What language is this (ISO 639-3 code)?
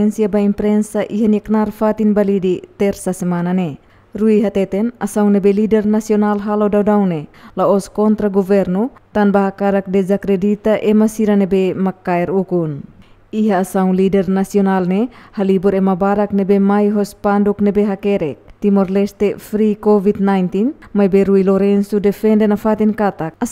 tet